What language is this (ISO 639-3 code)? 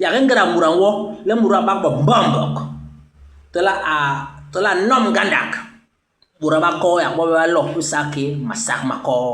bas